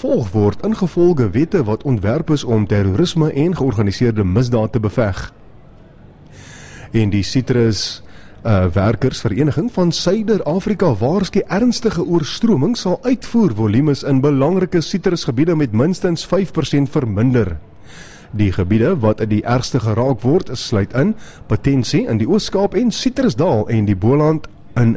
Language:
Afrikaans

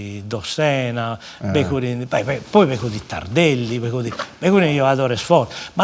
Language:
Sardinian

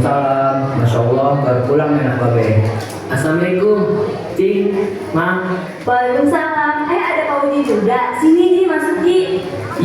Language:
Betawi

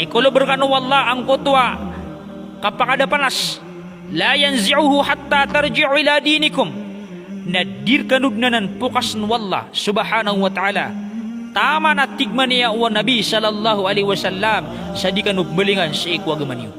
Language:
Maranao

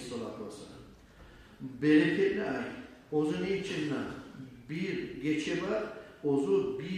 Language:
Kumyk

